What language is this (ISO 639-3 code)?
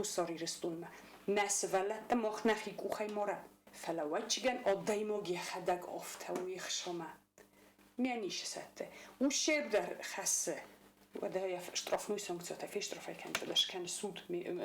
oss